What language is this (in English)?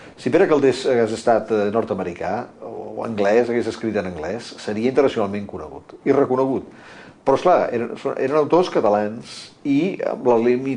Catalan